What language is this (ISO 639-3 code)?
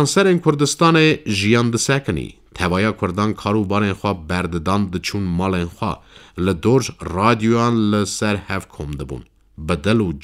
kur